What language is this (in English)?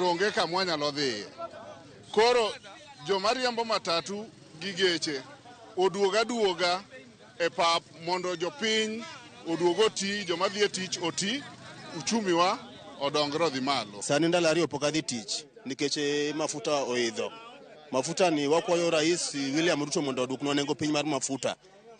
Luo (Kenya and Tanzania)